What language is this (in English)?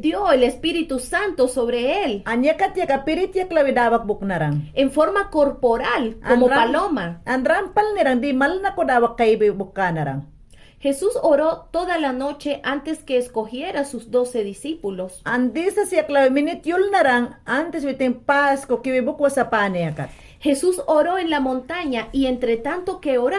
Mayangna